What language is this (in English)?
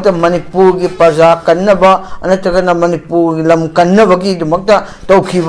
Manipuri